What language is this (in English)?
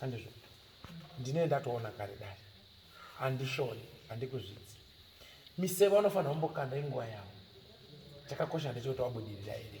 Shona